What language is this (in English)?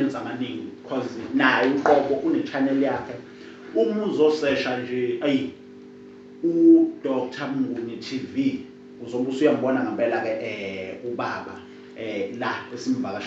Zulu